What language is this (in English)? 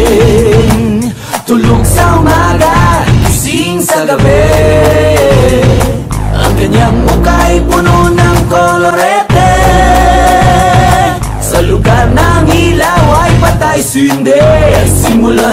Filipino